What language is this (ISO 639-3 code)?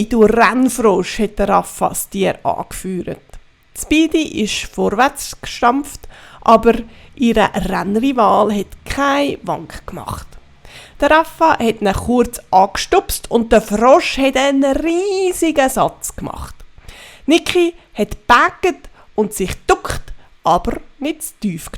gsw